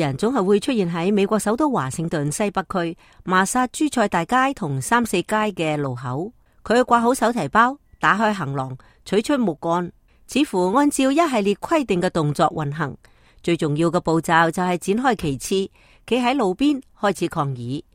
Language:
Cantonese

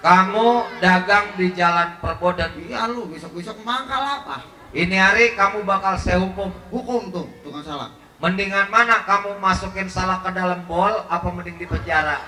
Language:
Betawi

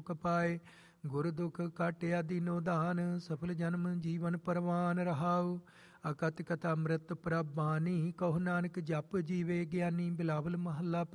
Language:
Punjabi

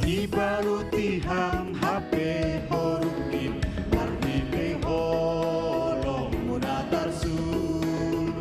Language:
Batak Simalungun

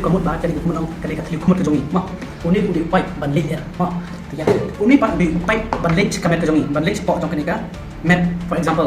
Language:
Khasi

